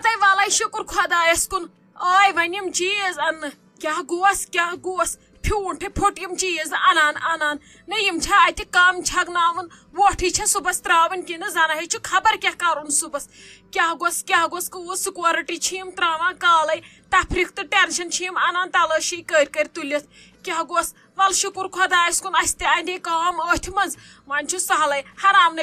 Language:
Kashmiri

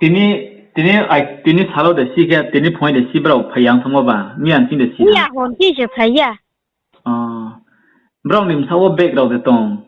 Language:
Riang (India)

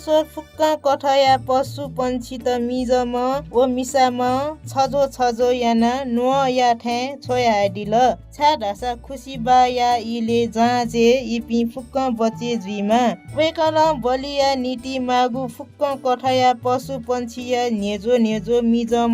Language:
Newari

